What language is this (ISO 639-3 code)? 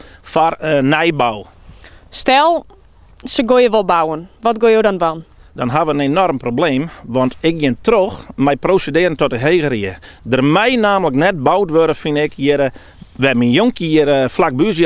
fry